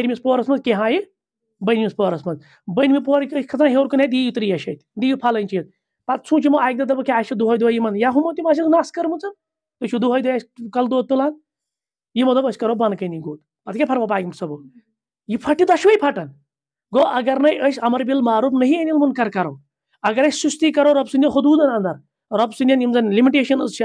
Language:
Kashmiri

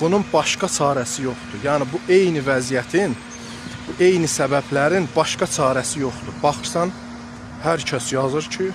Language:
Azerbaijani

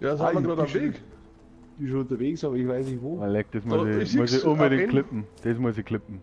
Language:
Bavarian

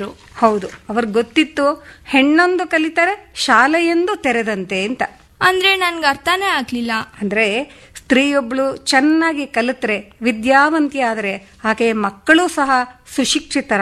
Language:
Kannada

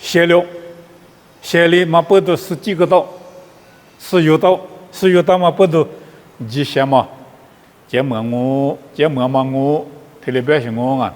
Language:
Lisu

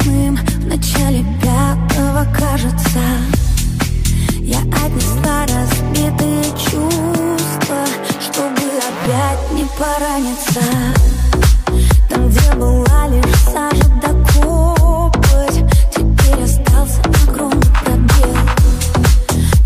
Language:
Russian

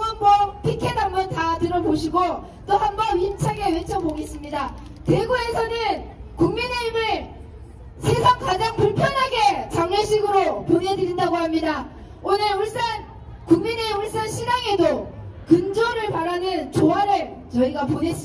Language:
Korean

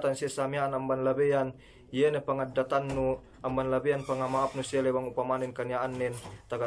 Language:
Yakan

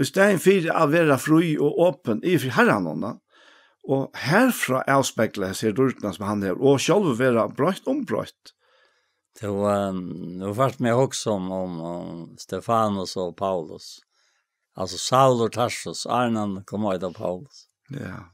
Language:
Faroese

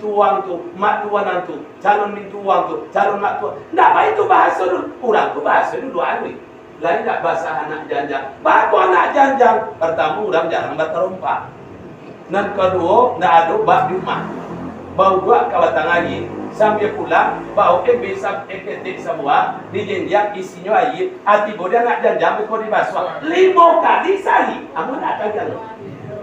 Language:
Minangkabau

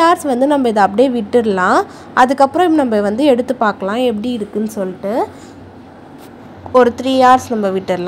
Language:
Tamil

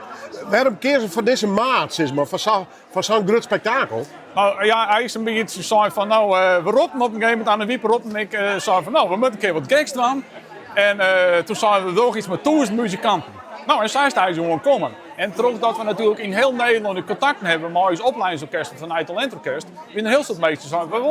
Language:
Western Frisian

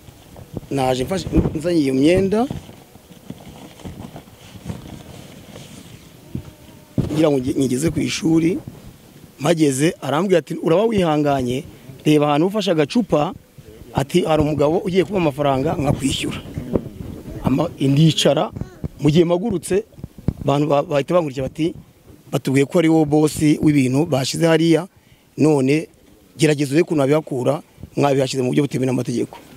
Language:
Kinyarwanda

